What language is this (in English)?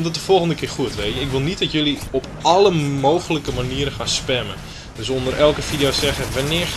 Dutch